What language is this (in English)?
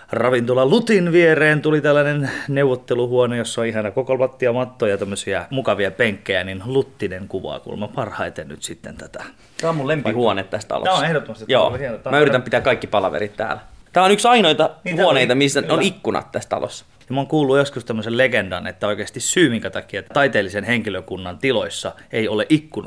Finnish